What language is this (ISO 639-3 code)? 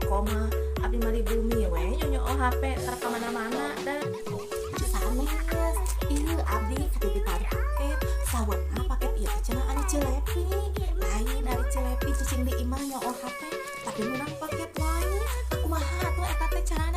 sun